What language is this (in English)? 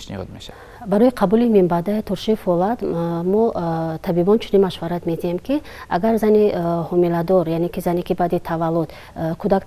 Tajik